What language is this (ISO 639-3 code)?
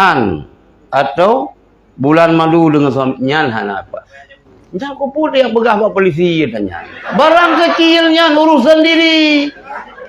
ace